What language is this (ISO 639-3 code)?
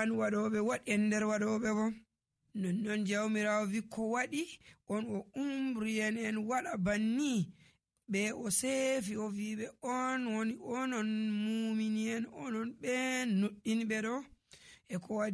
fuv